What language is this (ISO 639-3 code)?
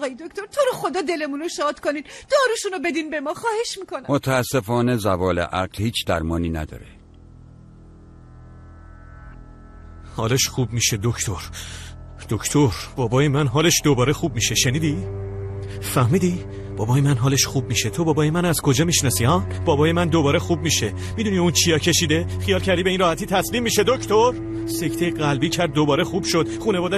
fas